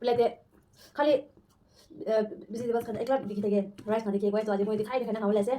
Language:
Naga Pidgin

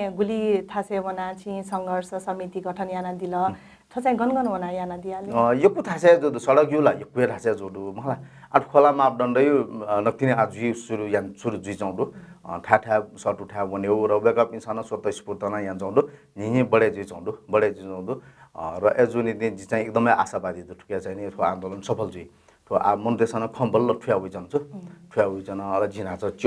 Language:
Newari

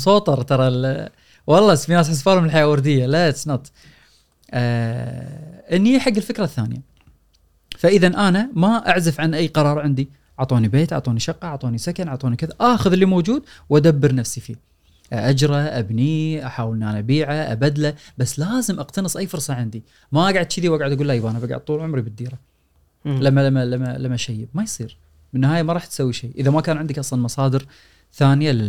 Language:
Gulf Arabic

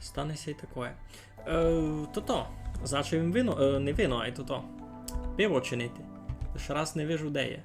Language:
Rusyn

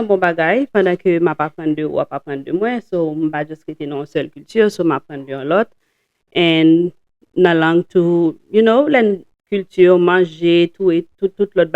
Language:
Haitian Creole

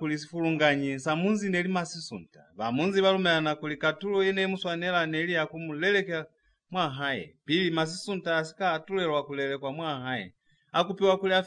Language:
Lozi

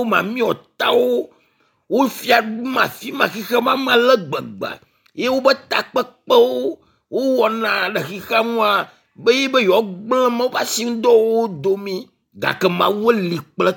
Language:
Ewe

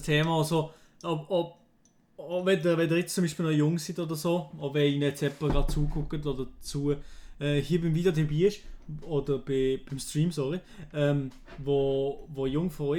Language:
Swiss German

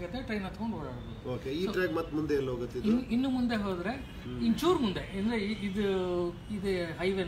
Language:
Kannada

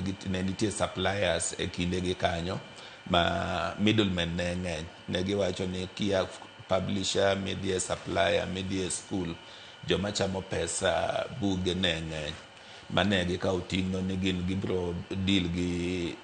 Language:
Luo (Kenya and Tanzania)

